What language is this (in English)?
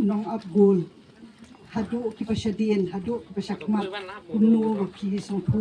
Khasi